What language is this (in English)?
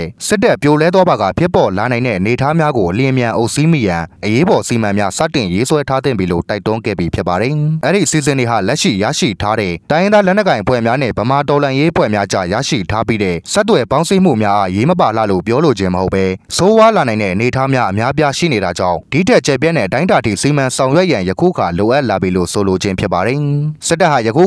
Burmese